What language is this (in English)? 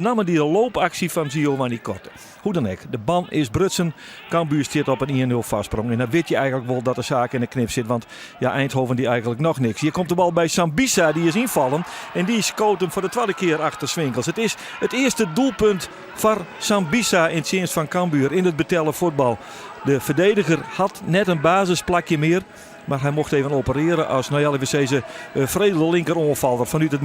Western Frisian